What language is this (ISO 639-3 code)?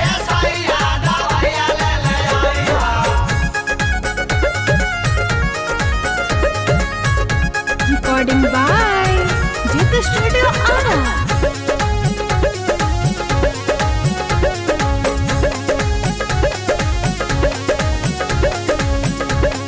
bho